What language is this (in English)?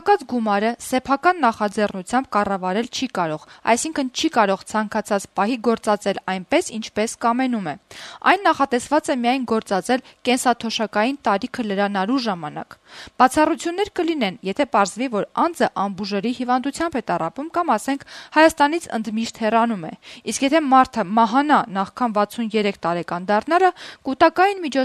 Armenian